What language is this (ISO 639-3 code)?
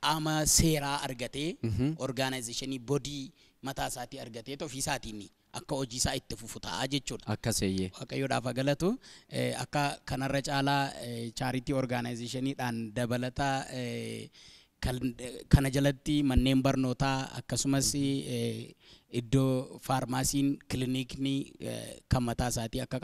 orm